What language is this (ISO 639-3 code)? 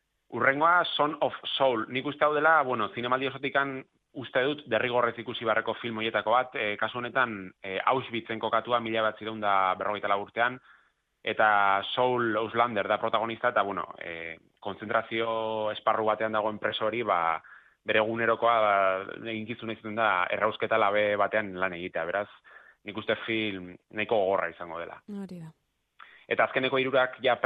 eus